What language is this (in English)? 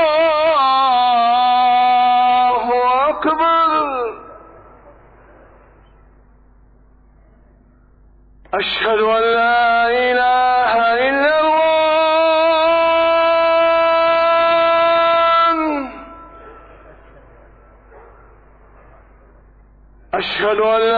Arabic